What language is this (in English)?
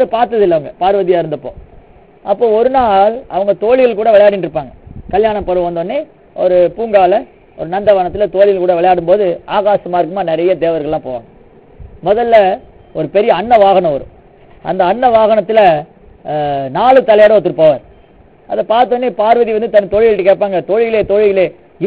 Tamil